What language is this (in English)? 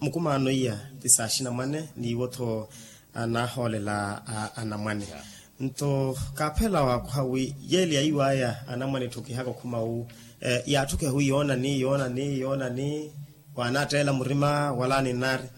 Makhuwa